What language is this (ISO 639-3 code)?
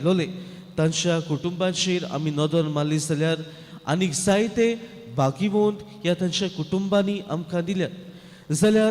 kok